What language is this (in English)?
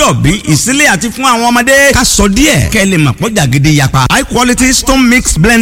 Yoruba